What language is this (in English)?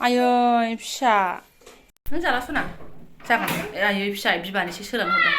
Bodo